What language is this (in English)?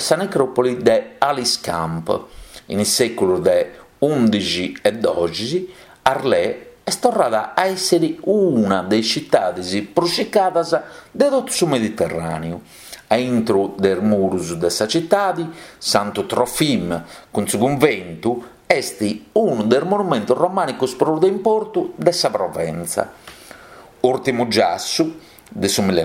Sardinian